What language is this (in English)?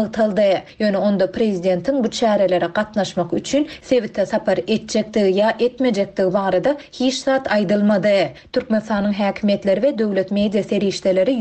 Turkmen